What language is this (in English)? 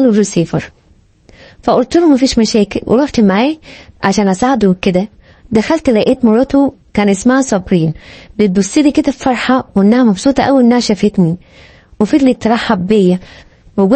Egyptian Arabic